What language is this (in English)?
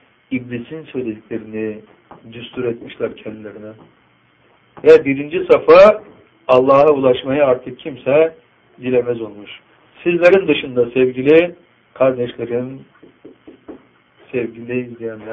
Turkish